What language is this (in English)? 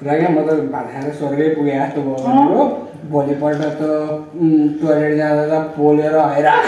Nepali